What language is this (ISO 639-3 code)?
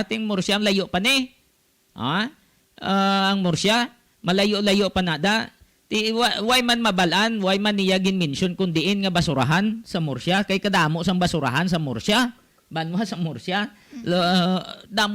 hil